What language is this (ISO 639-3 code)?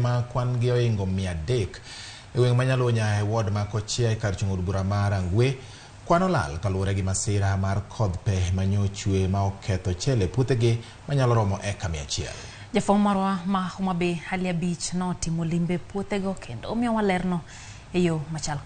luo